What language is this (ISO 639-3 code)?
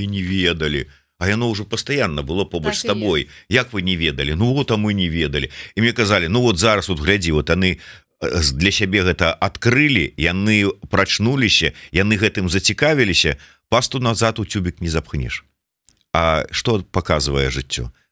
bel